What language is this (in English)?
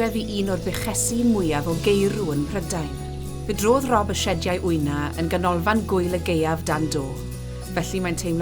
Welsh